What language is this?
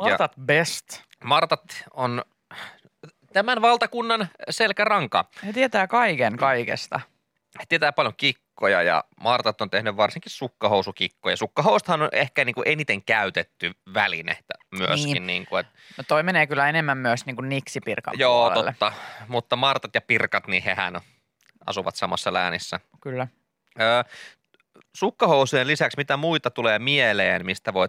Finnish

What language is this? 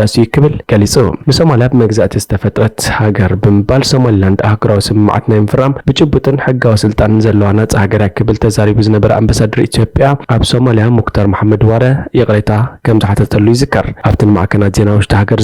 Tigrinya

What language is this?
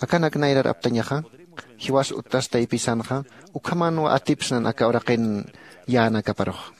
Aymara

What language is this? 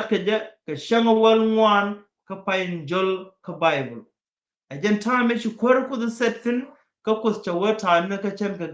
Nuer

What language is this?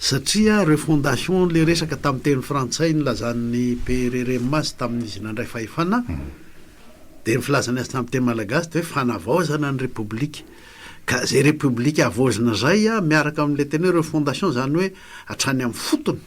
Malagasy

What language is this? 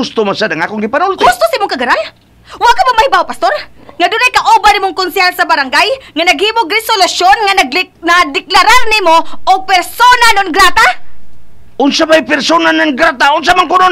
Cebuano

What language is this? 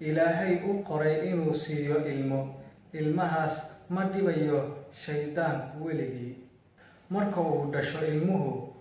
Somali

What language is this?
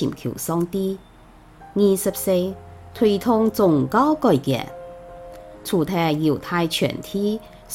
Hakka Chinese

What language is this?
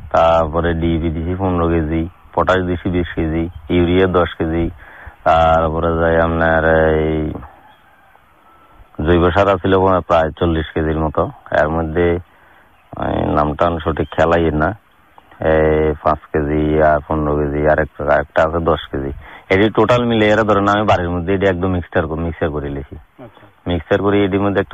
Bangla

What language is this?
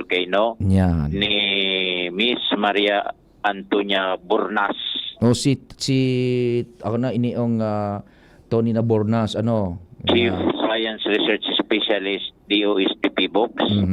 Bikol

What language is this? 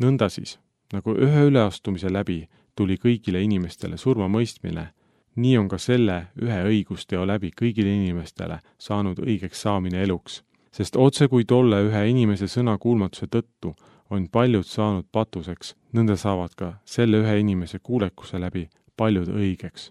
Estonian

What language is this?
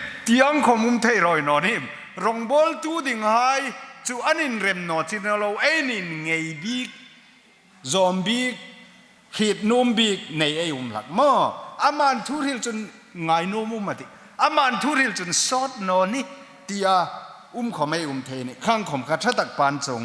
Hmar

